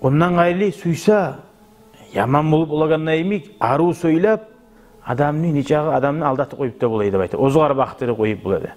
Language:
Kumyk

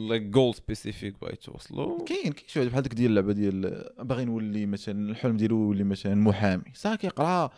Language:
Moroccan Arabic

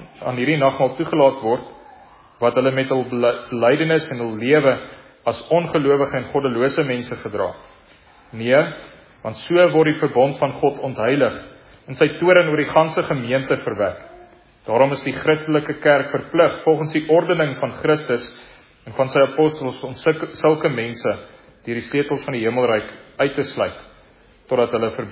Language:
Afrikaans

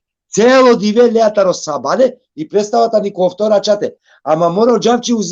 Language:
Balkan Romani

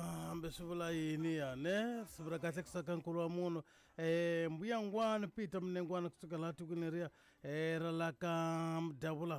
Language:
Tsonga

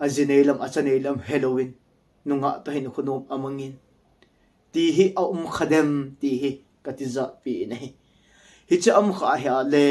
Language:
Thado Chin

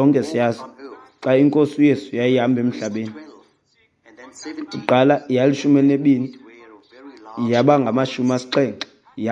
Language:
Xhosa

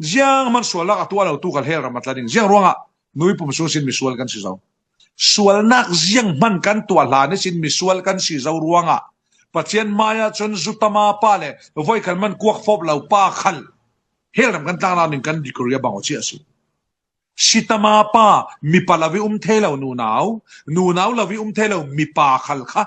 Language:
Falam Chin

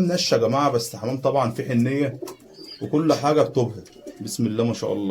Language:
Egyptian Arabic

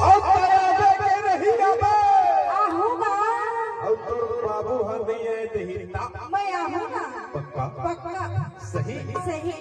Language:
Chhattisgarhi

